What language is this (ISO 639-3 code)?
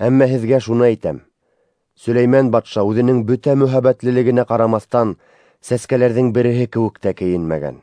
bak